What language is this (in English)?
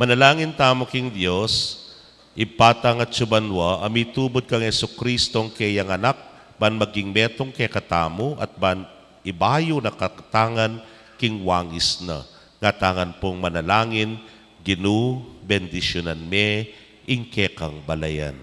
Pampanga